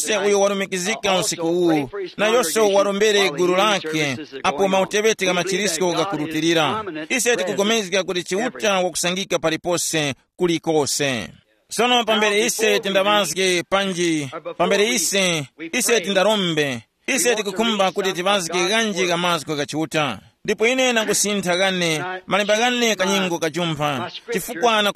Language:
Tumbuka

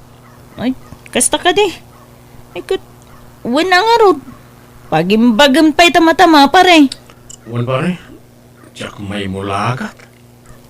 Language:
Iloko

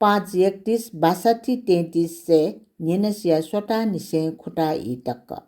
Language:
Newari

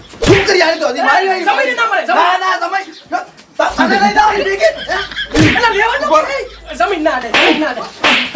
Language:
Gujarati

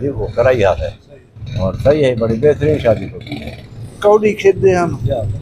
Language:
Saraiki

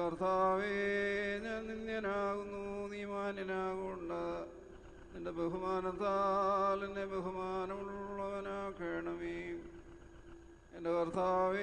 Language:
Malayalam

